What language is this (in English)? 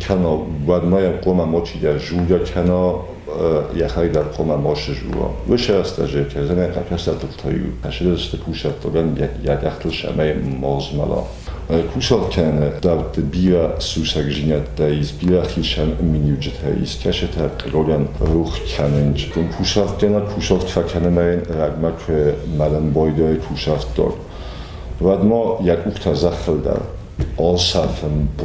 Ossetic